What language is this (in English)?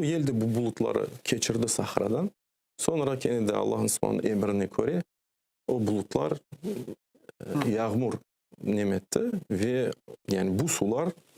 Crimean Tatar